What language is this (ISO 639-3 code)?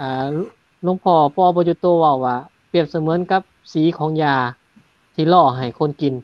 lao